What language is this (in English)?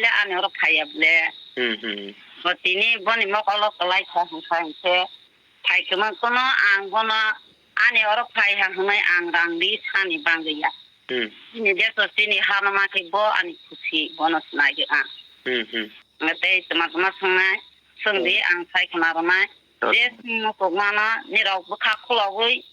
Kok Borok